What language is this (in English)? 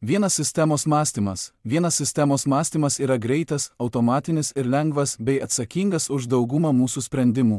Lithuanian